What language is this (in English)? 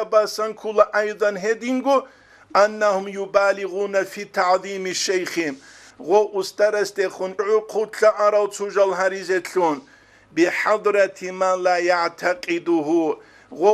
Avaric